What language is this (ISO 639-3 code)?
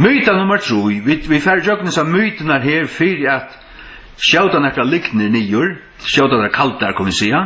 fao